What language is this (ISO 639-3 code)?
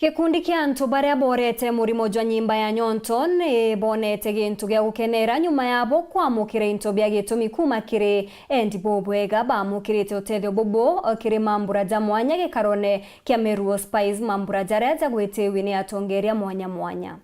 mer